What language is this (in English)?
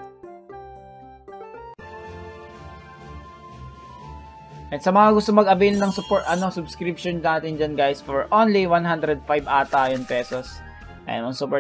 Filipino